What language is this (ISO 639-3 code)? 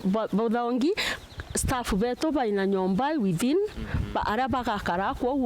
mer